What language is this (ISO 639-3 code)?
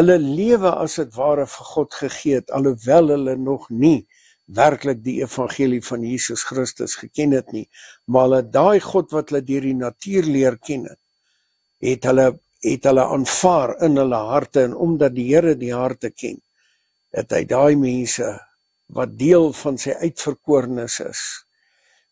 afr